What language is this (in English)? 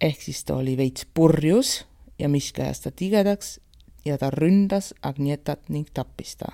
Estonian